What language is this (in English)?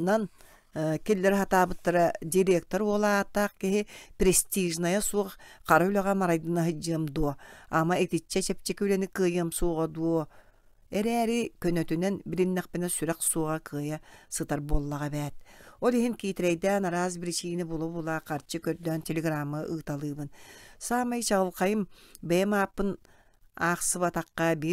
Yakut